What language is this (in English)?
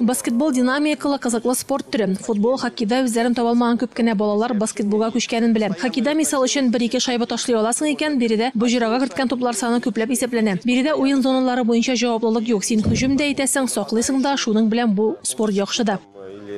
Tatar